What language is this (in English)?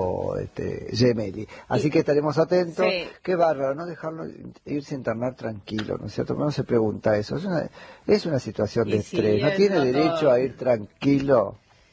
Spanish